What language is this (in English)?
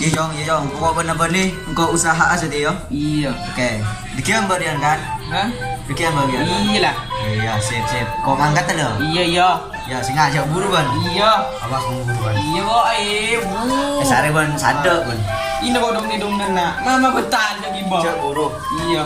Madurese